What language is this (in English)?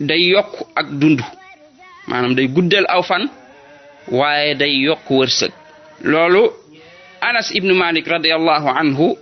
Wolof